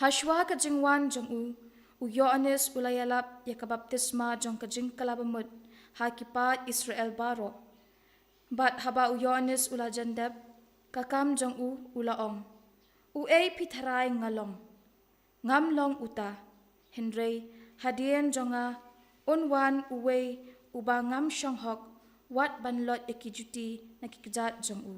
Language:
Khasi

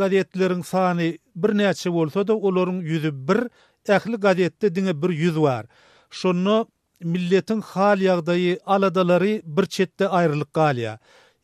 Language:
Turkmen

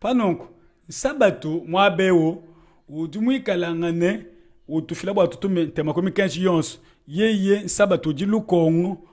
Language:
Luba-Lulua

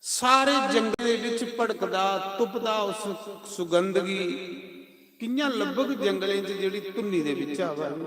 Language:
Dogri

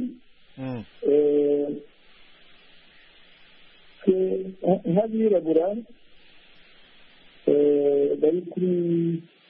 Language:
Kinyarwanda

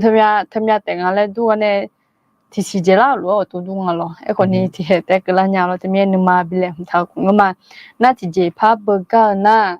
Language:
Akha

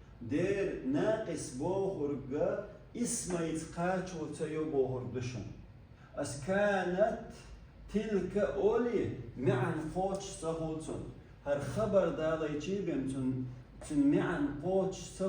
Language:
Chechen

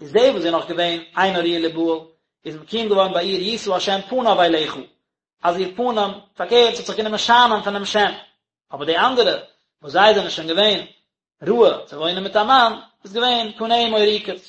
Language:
Yiddish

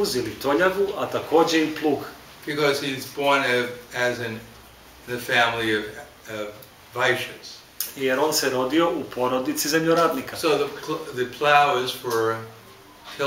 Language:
Serbian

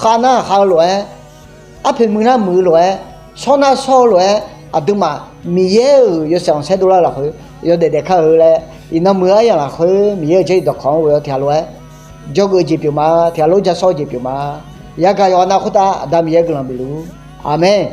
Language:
Akha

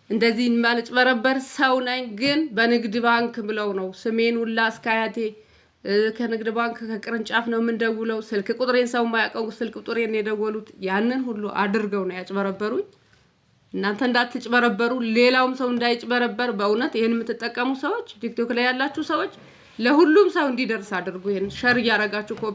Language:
Amharic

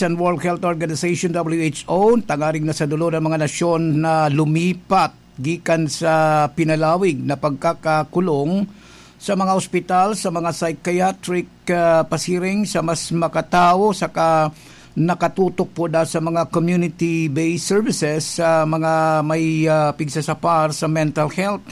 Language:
Bikol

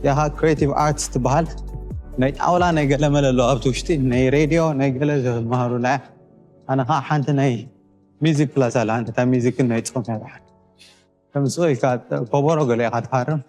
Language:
Tigrinya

